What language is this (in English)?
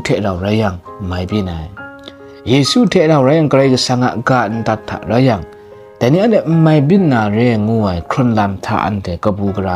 Kachin